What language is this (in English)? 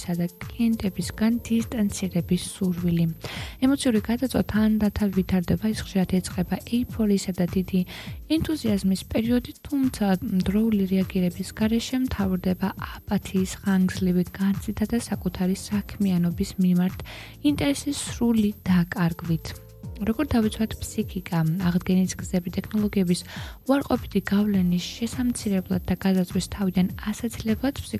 Georgian